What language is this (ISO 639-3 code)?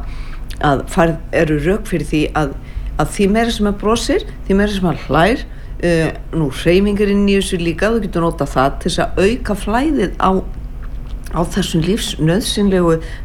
isl